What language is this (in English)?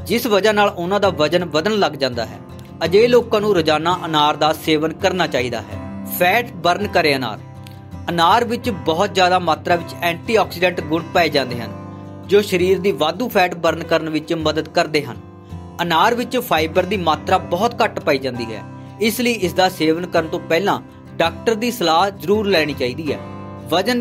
Punjabi